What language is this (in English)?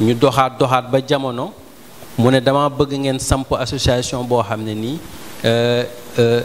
Wolof